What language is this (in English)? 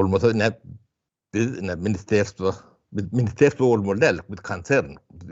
Turkmen